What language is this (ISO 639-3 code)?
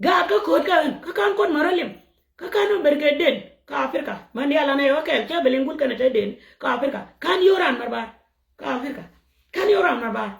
nus